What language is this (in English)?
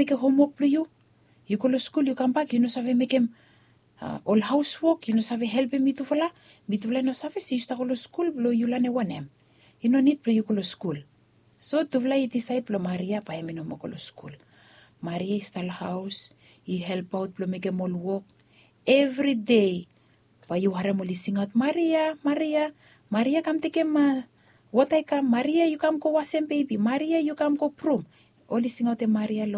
Bislama